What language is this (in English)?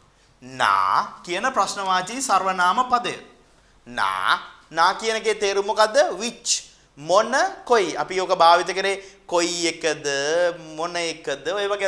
Sinhala